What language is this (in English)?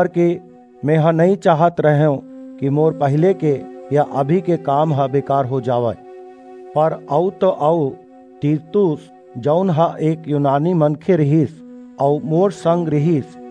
Chhattisgarhi